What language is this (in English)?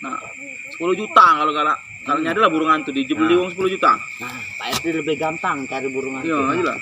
Musi